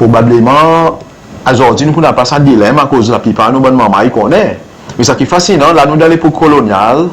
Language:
Seselwa Creole French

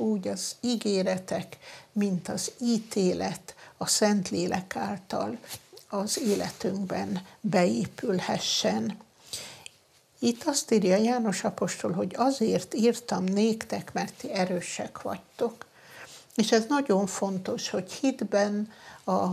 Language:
Hungarian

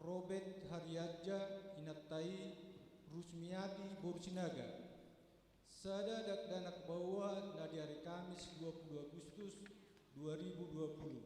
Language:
Batak Toba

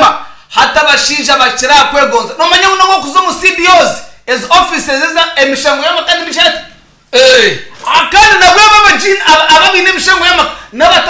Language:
Nyankole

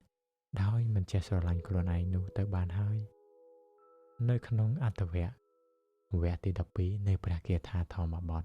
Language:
Khmer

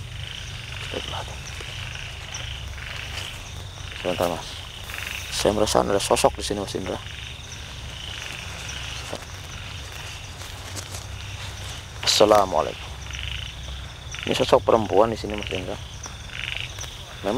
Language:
Indonesian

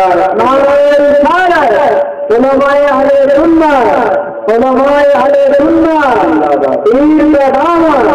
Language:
Bangla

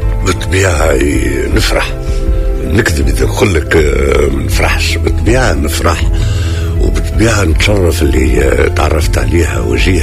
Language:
Tunisian Arabic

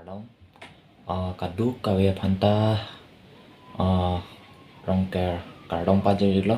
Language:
Karbi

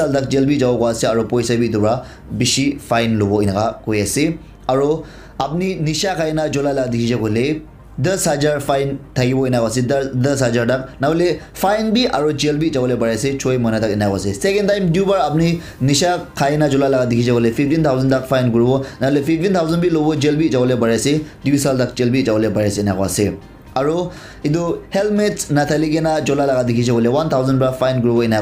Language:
Naga Pidgin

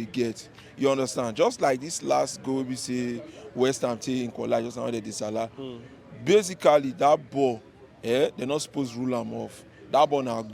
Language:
Nigerian Pidgin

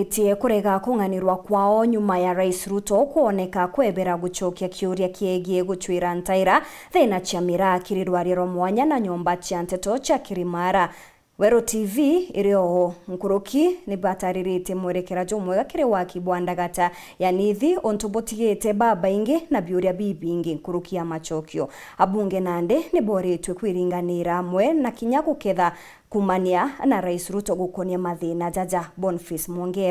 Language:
Meru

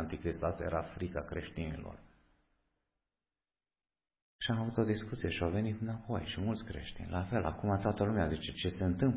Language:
Romanian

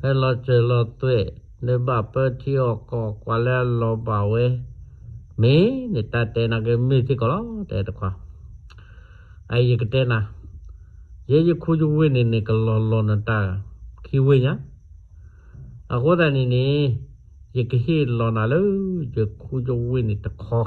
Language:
S'gaw Karen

